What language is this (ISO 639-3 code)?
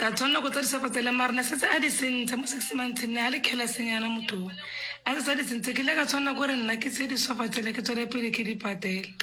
nso